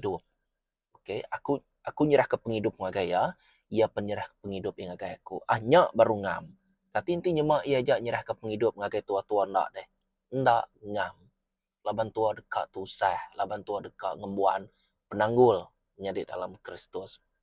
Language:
Iban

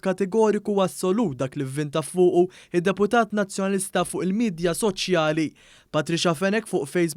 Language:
Maltese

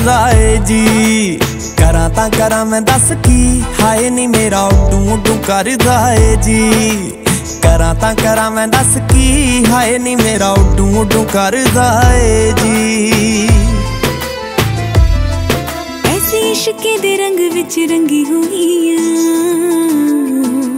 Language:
Punjabi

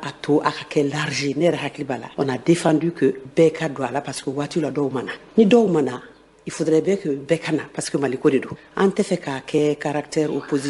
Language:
Bambara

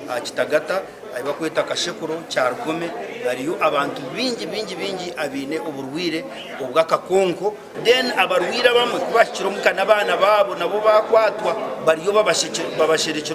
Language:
Nyankole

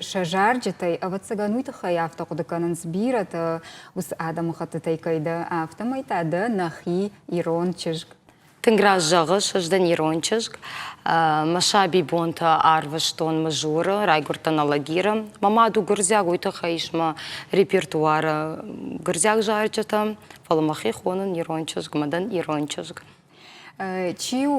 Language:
Ossetic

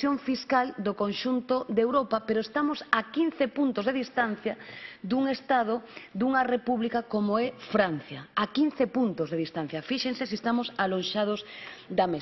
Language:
Galician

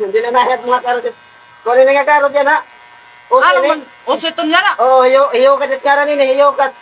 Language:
Waray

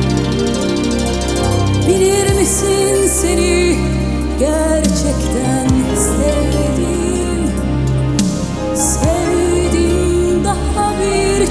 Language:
Turkish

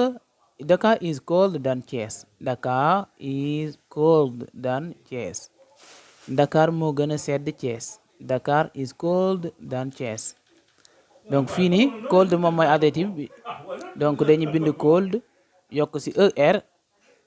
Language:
Wolof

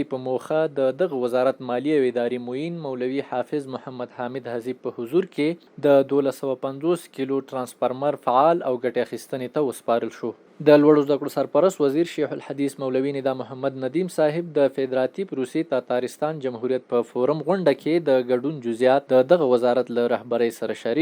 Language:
Pashto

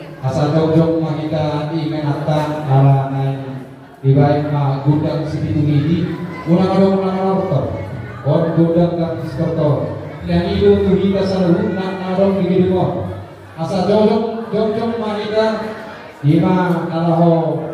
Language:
Batak Toba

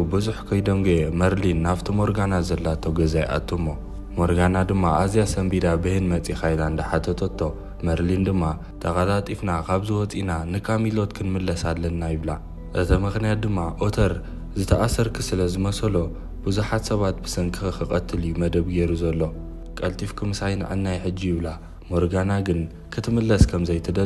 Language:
Tigrinya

